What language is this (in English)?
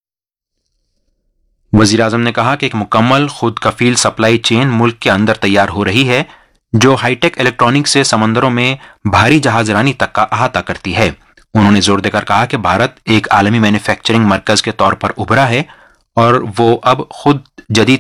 Urdu